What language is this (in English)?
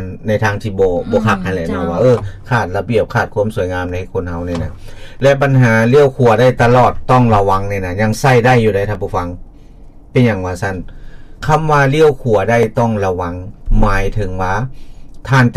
Lao